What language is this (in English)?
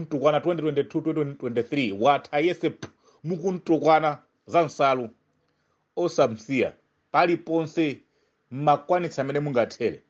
Nyanja